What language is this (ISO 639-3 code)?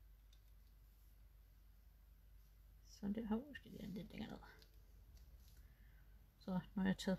dan